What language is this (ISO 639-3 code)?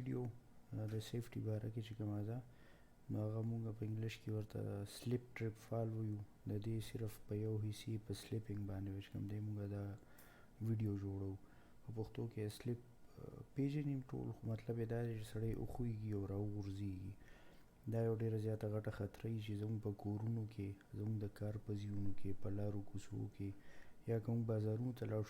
pus